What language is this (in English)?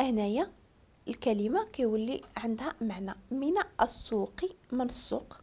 Moroccan Arabic